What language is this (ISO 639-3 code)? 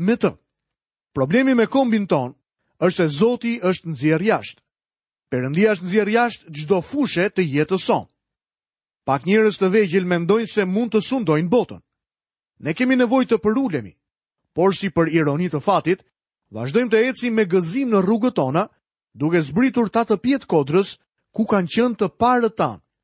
sqi